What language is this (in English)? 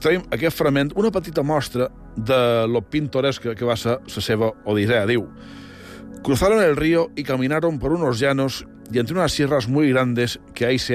Catalan